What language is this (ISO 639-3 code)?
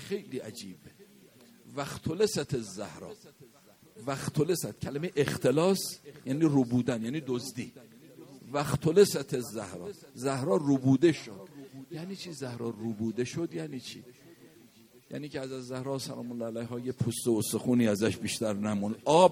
fas